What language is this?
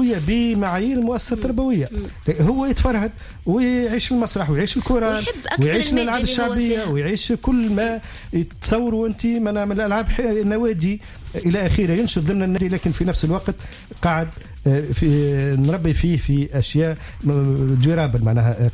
Tunisian Arabic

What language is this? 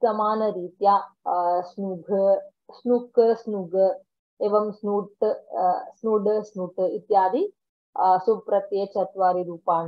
Sanskrit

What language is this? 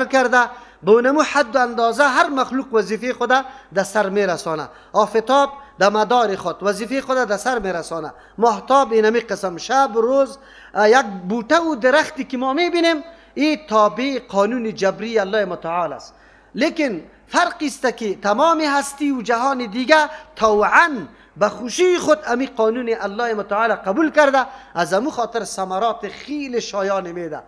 Persian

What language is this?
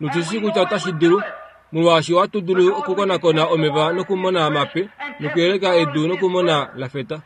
Kuanyama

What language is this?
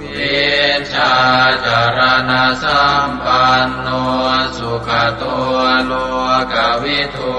Pali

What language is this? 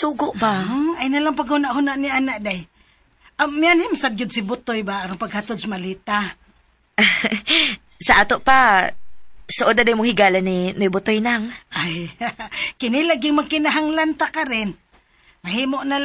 Cebuano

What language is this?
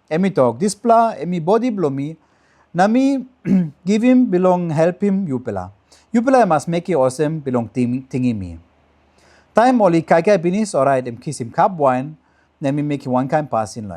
Tok Pisin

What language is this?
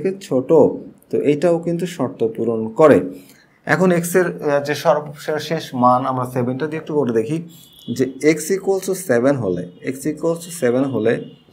Bangla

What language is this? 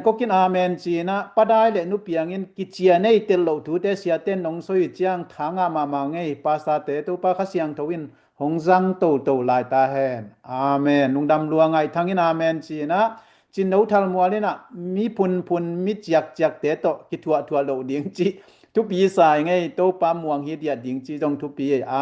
Tedim Chin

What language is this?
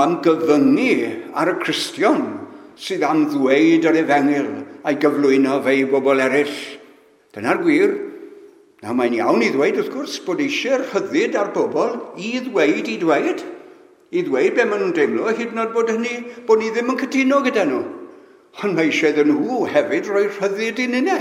Welsh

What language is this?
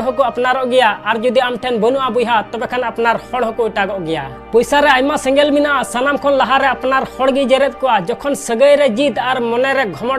Santali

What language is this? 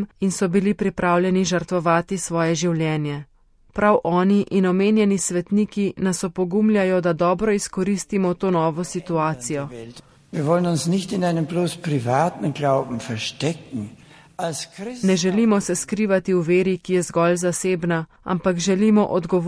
Slovenian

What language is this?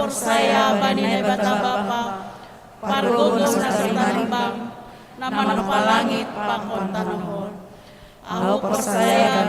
Batak Simalungun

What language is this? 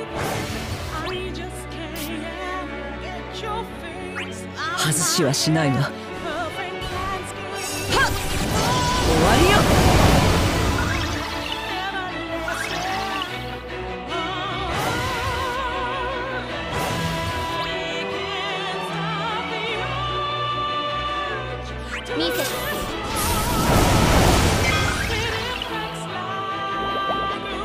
Japanese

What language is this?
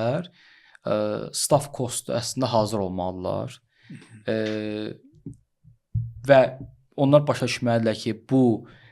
Azerbaijani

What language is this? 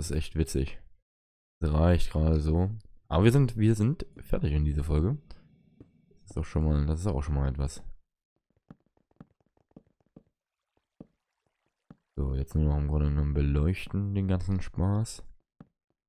German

